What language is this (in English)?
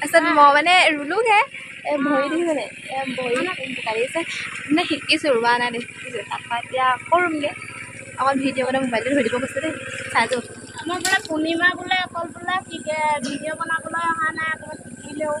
Assamese